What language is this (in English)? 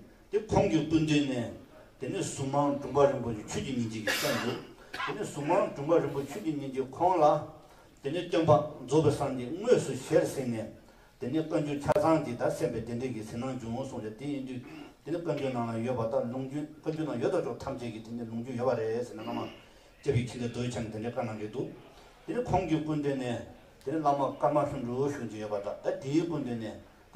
Tibetan